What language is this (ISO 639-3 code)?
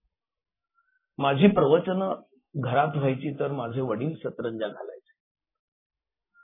mar